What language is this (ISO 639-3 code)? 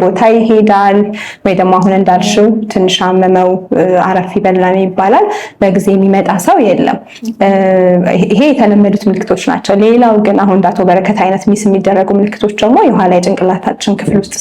amh